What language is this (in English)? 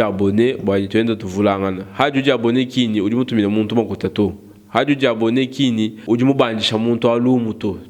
Luba-Lulua